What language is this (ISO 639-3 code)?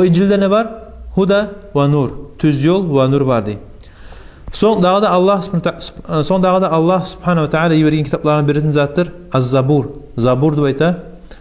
kum